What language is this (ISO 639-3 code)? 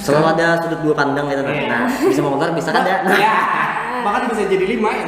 bjn